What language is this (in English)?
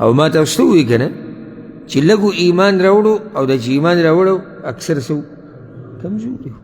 Pashto